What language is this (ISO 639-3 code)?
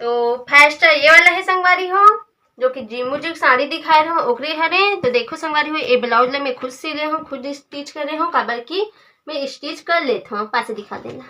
hne